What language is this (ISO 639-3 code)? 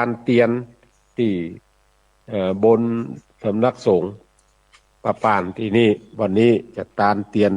nod